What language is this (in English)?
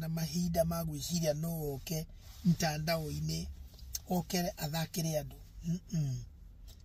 Kikuyu